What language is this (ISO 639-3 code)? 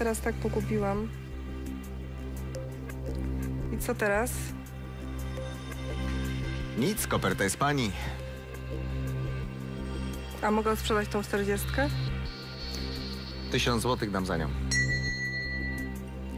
pol